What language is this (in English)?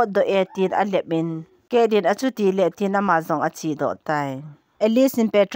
Thado Chin